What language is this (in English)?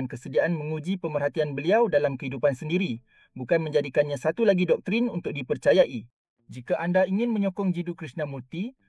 Malay